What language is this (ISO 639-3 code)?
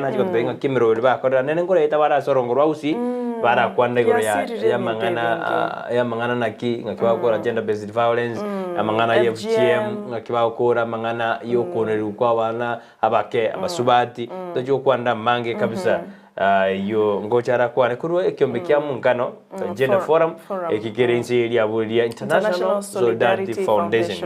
guz